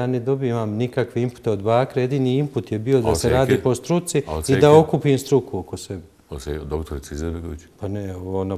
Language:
Bosnian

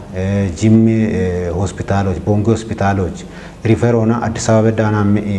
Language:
Kafa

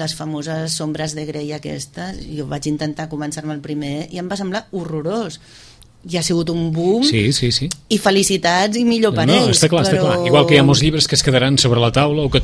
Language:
Catalan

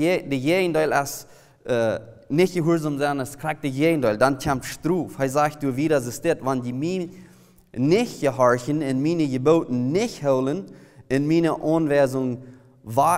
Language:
Plautdietsch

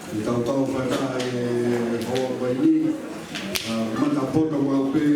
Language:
Tongan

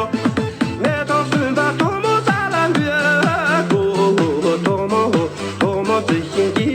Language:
Tibetan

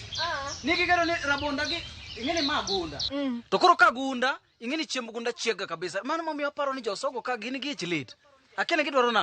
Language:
Luo (Kenya and Tanzania)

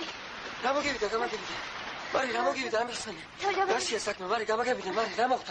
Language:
Georgian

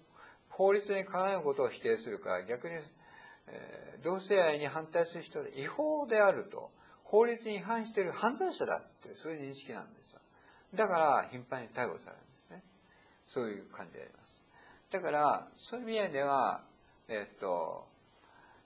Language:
Japanese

